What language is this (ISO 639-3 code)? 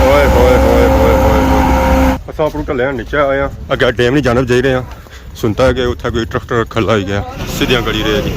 phr